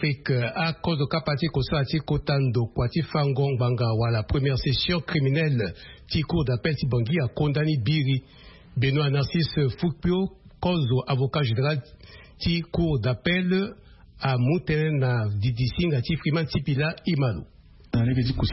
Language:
Sango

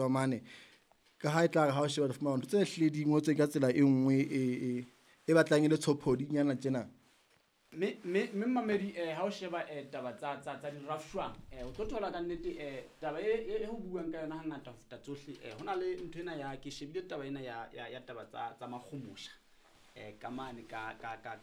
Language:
Southern Sotho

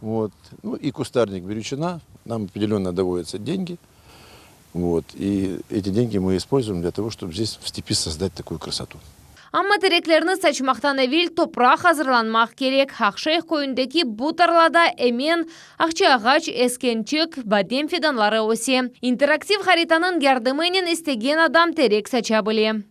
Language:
Crimean Tatar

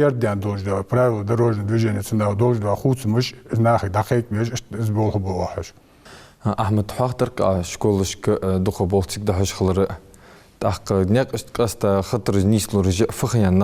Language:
Ingush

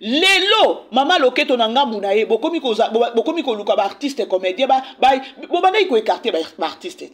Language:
Lingala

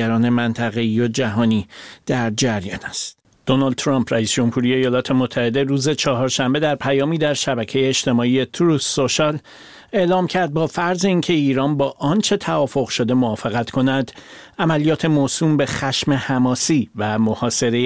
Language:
Persian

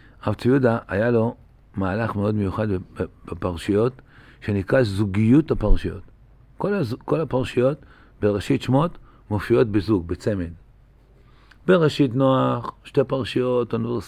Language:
Hebrew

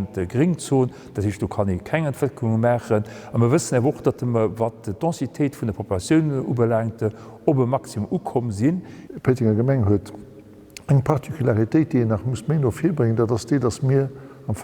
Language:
Luxembourgish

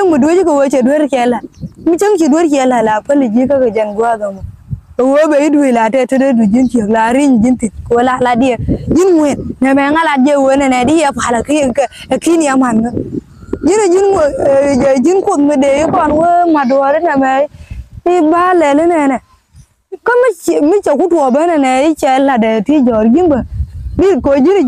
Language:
Nuer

